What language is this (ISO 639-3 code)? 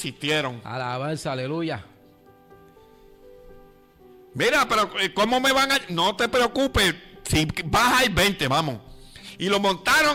spa